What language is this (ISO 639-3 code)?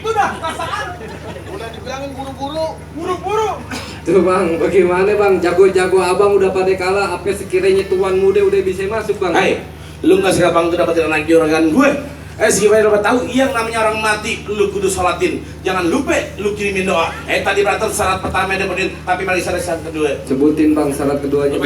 bew